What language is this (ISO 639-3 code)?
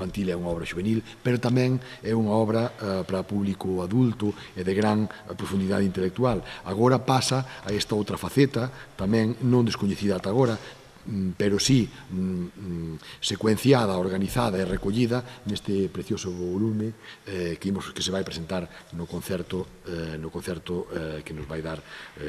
glg